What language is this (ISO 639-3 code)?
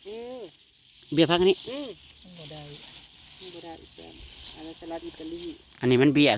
tts